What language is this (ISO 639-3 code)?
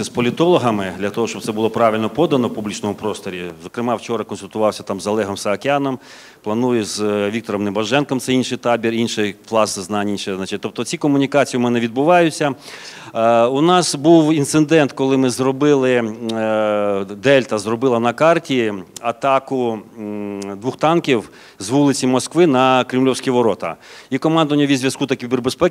ukr